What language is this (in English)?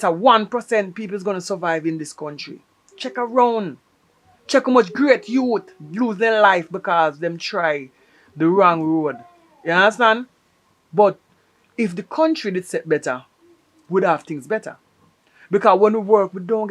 Jamaican Creole English